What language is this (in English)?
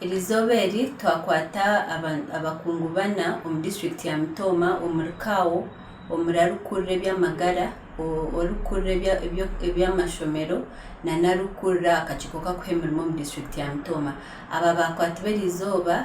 Nyankole